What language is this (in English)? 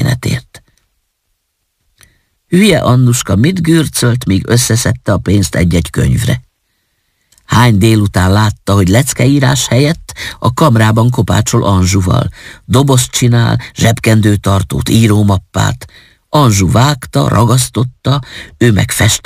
Hungarian